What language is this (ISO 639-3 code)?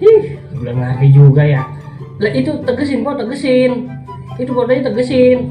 bew